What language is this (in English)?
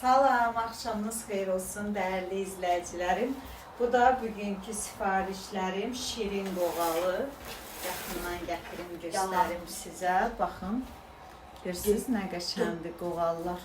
Azerbaijani